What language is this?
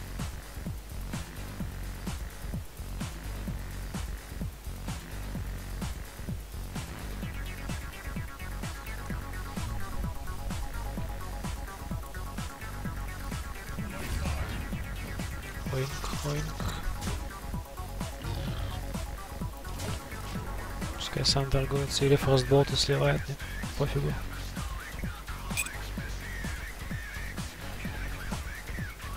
Russian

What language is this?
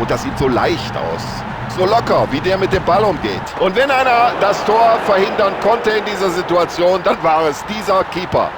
Bavarian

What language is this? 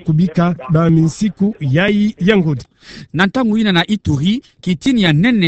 Kituba (Democratic Republic of Congo)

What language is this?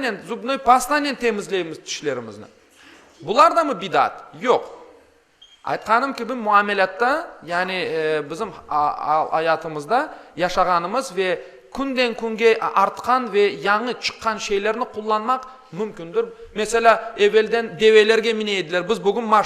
Crimean Tatar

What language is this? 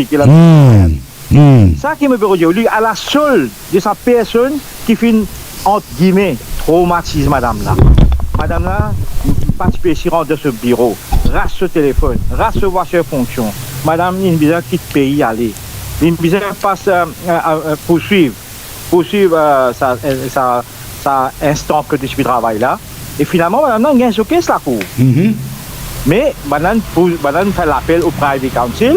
Morisyen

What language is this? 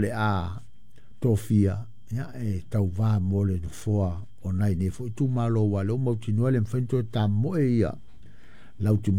Samoan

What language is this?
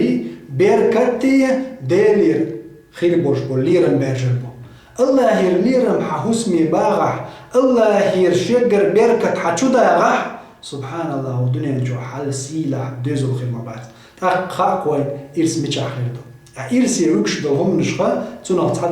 Chechen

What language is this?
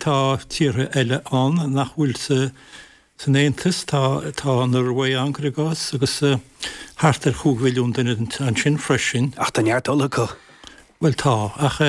Irish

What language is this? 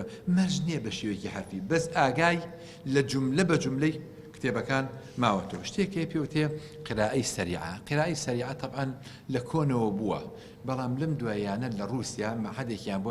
Central Kurdish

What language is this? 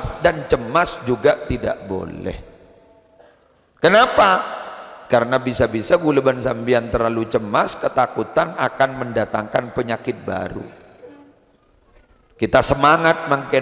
Madurese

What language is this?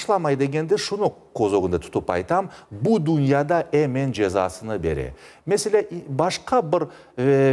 Crimean Tatar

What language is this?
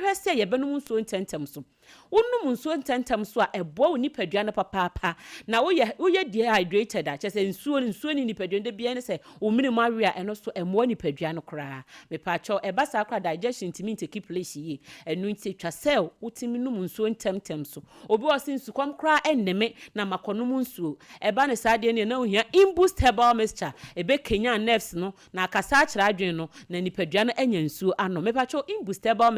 Akan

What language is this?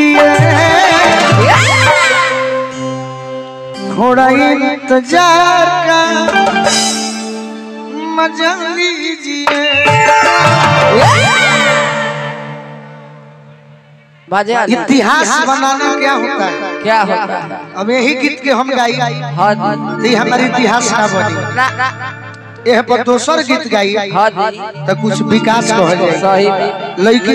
Bhojpuri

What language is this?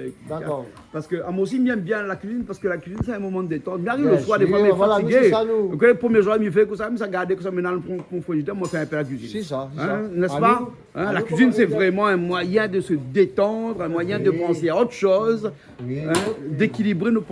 Réunion Creole French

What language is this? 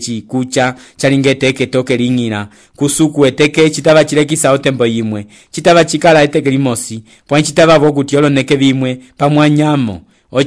Umbundu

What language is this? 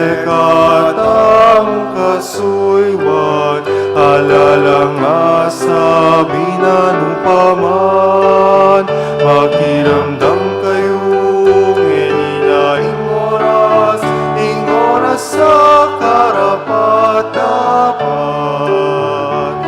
Pampanga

